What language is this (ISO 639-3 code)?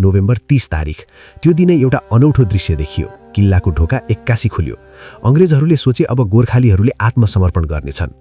nep